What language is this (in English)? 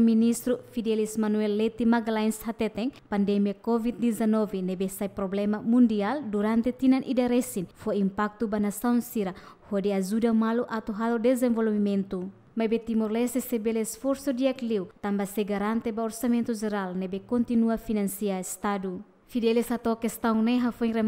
Tetum